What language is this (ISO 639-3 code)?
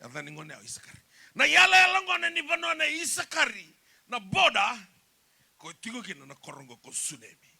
fij